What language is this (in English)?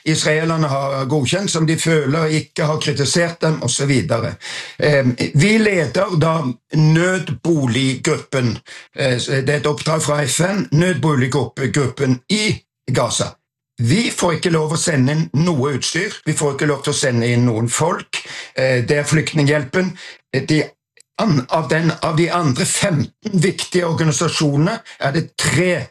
Norwegian